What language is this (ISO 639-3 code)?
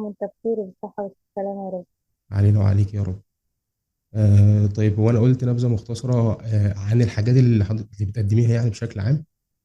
arz